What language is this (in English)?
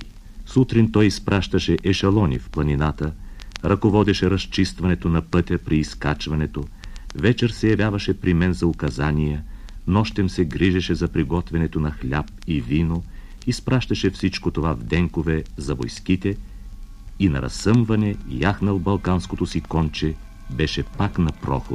Bulgarian